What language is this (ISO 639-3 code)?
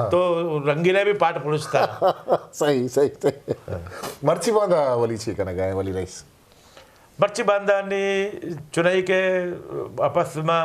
bgp